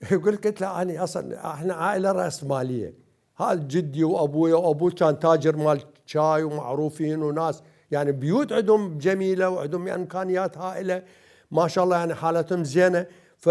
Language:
Mesopotamian Arabic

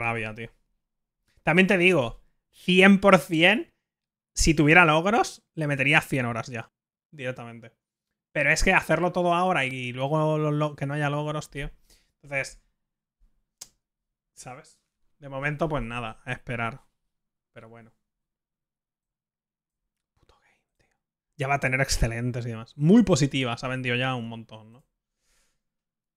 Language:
Spanish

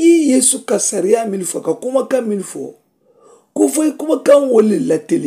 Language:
Mandingo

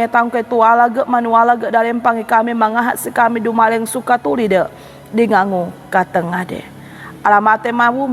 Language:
Sangir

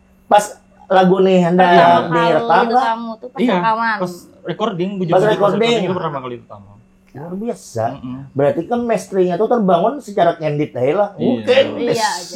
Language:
Banjar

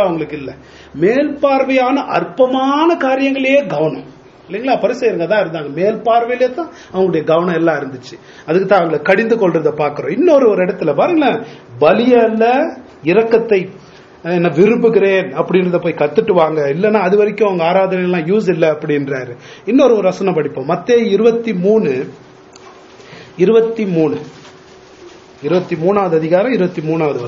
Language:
Tamil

